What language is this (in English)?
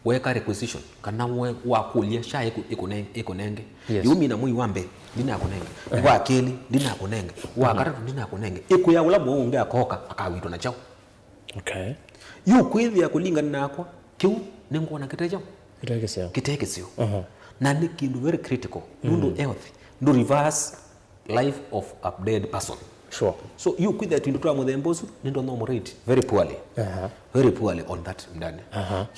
Kamba